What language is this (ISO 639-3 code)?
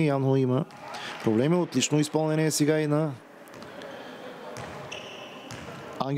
bul